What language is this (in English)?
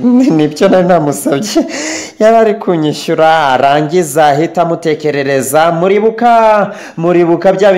Kinyarwanda